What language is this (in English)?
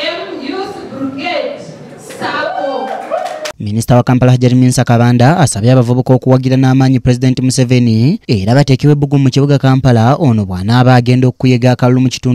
Ganda